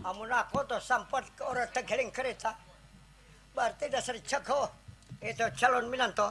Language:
Banjar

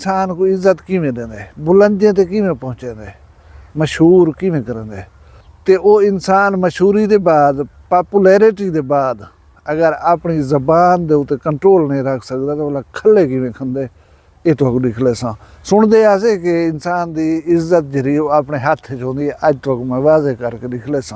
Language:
Saraiki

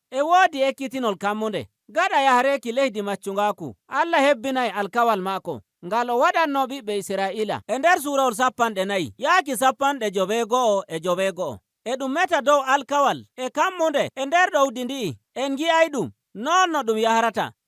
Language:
Nigerian Fulfulde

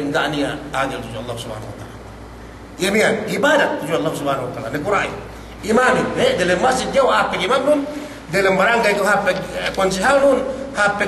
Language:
Yakan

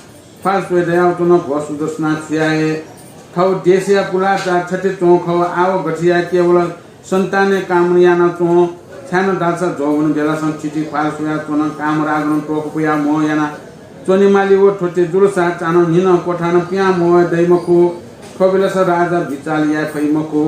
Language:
Newari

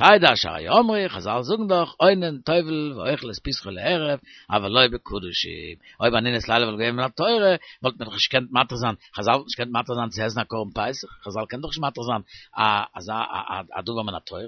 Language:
Yiddish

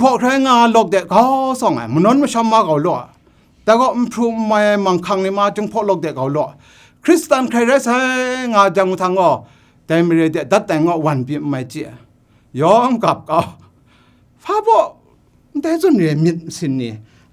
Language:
Kachin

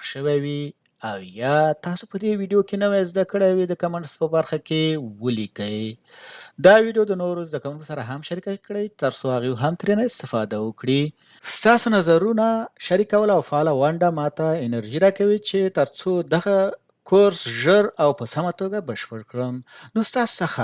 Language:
Pashto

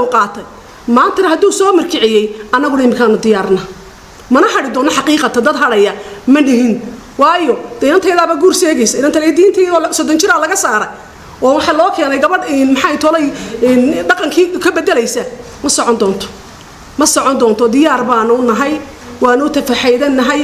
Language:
Somali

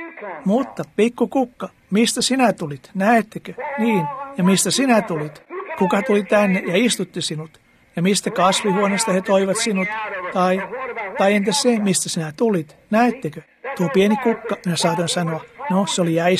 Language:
Finnish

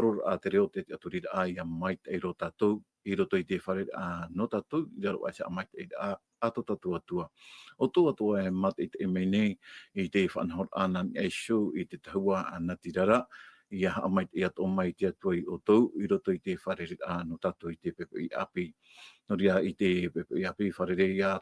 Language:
Tahitian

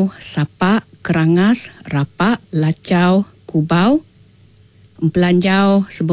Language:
Iban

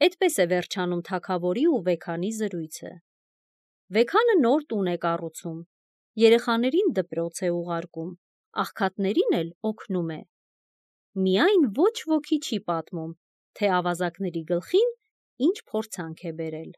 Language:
Armenian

